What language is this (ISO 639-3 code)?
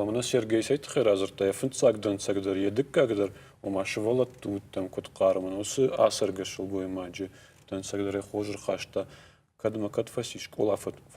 oss